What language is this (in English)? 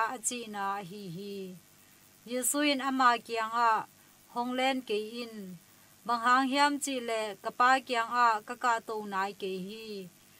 Tedim Chin